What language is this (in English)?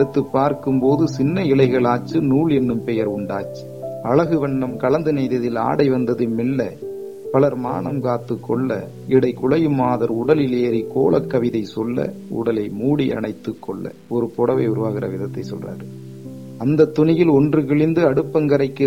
Tamil